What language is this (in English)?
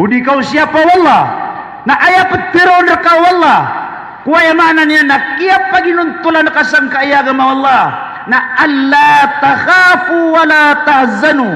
Maranao